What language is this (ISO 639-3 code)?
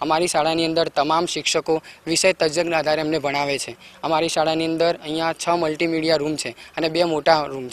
guj